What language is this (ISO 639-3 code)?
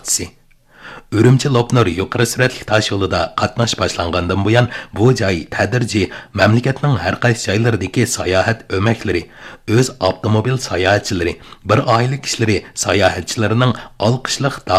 uig